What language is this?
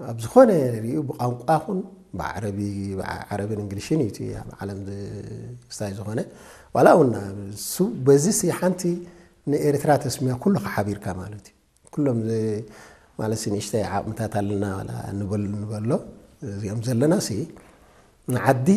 Tigrinya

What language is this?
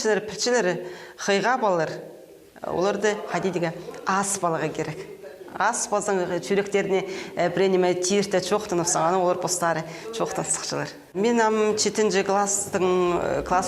Khakas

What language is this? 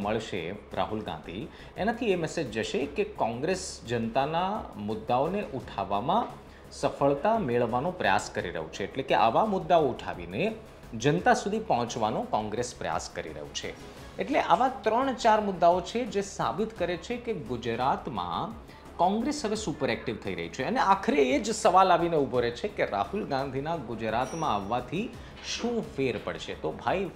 Gujarati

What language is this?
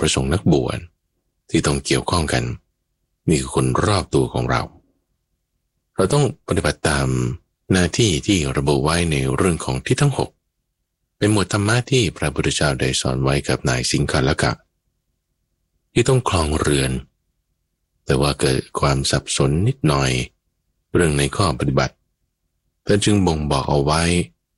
Thai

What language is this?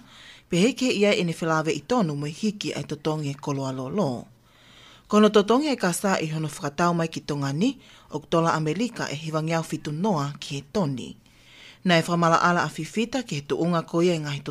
Tongan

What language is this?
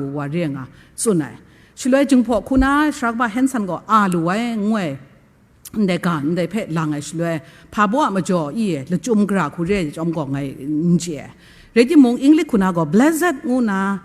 Kachin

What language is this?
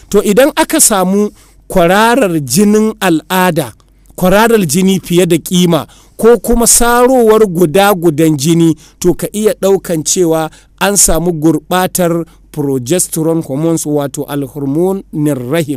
Hausa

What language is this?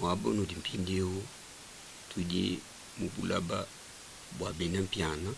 Luba-Lulua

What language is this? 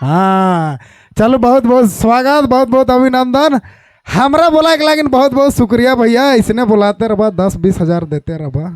Sadri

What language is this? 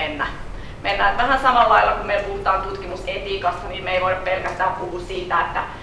Finnish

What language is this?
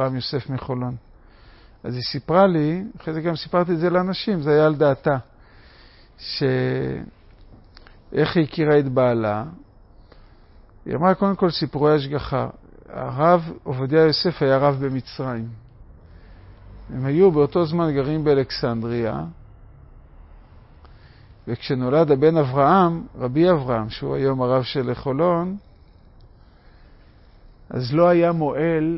Hebrew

